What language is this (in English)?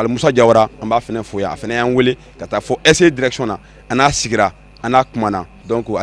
Bambara